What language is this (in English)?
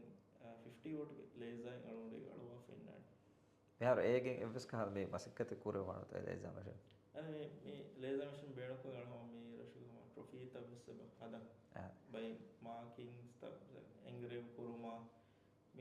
Divehi